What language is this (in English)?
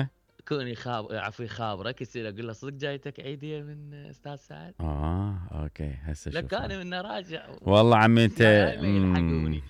Mesopotamian Arabic